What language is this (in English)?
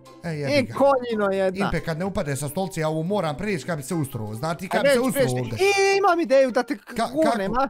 Bosnian